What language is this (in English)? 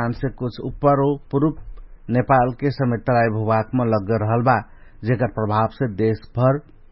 Dangaura Tharu